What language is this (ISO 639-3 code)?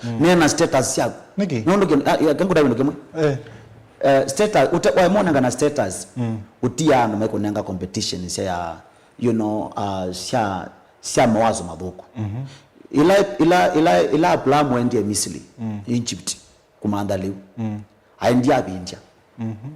kam